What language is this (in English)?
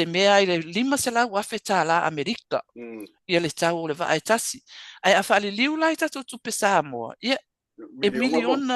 Samoan